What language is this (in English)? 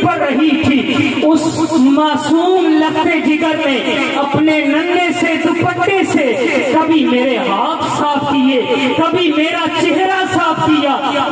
Urdu